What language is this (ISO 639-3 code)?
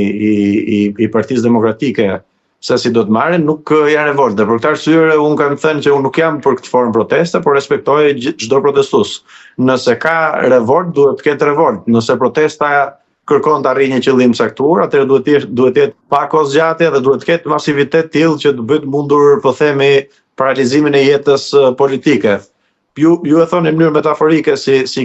sqi